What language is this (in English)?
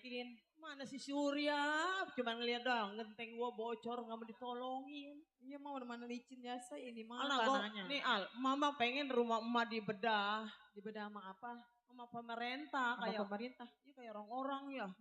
Betawi